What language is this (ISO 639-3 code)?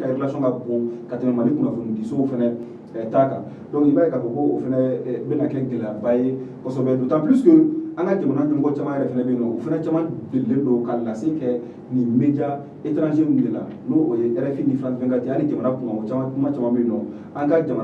bam